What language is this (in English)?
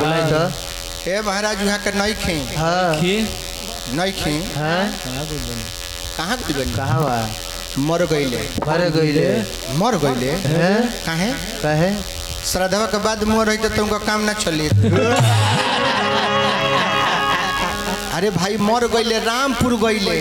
Bhojpuri